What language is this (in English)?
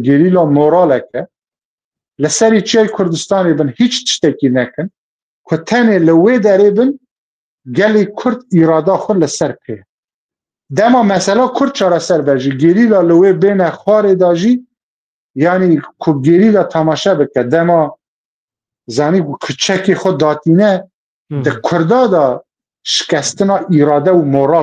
Kurdish